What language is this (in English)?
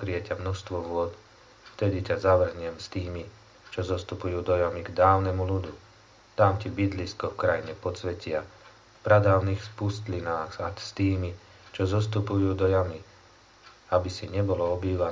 Slovak